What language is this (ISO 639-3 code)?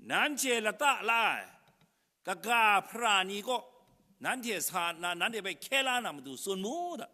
kac